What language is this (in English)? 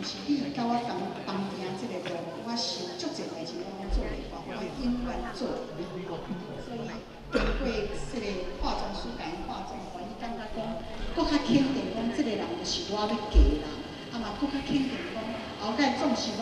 Min Nan Chinese